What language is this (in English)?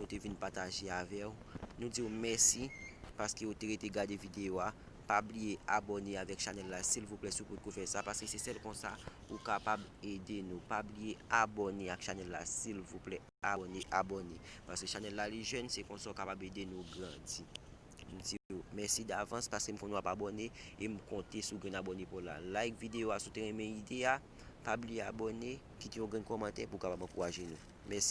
Haitian Creole